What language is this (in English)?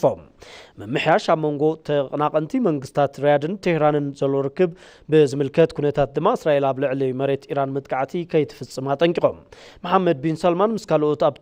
Tigrinya